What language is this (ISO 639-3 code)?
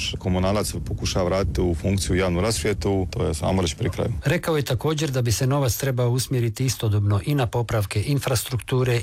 hrv